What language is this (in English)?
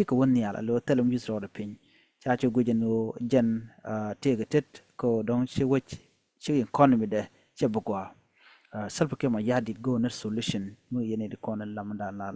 Nuer